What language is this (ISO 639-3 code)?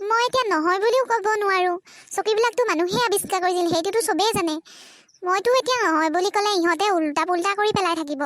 asm